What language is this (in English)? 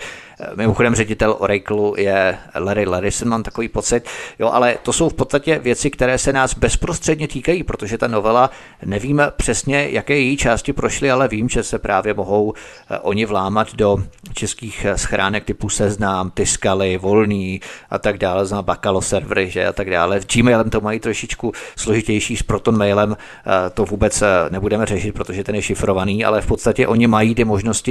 Czech